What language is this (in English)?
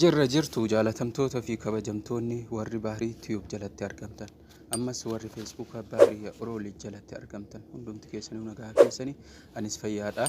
Oromo